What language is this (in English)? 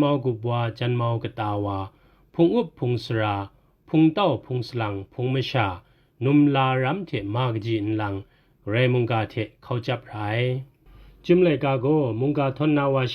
Kachin